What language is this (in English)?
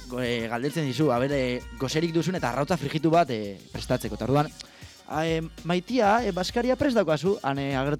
Basque